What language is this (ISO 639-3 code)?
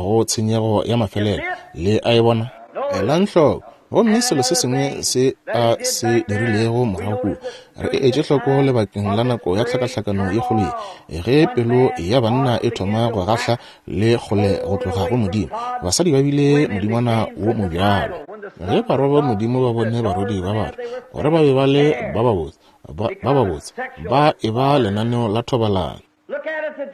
nso